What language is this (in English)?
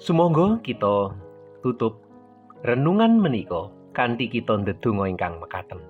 Javanese